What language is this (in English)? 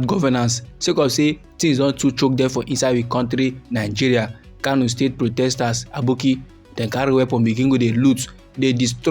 Nigerian Pidgin